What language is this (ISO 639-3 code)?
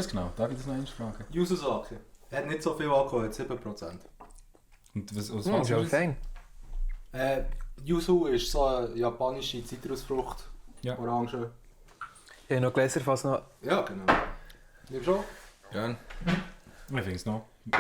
gsw